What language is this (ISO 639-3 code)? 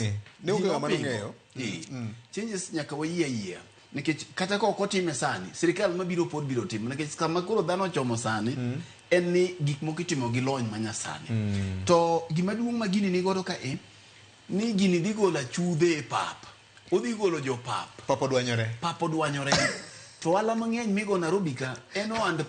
luo